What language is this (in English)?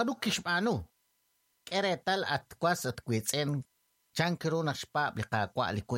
Kekchí